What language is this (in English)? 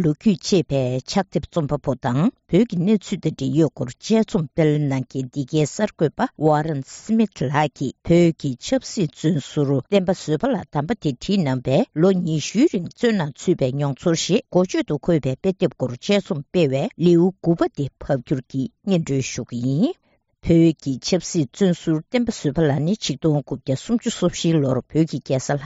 Tibetan